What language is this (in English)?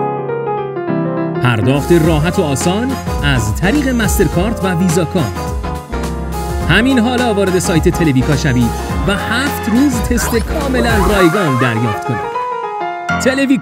Persian